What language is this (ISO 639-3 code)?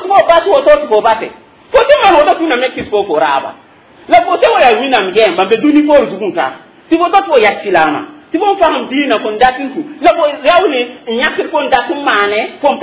mos